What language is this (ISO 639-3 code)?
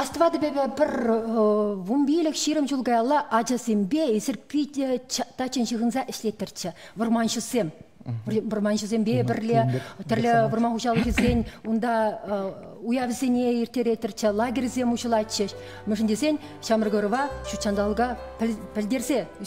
chv